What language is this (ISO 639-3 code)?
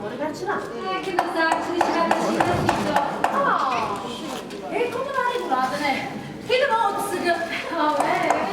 nap